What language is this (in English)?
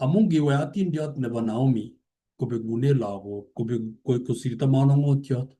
Kalenjin